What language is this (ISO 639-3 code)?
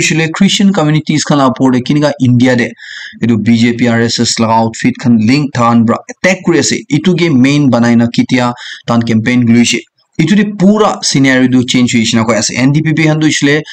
nag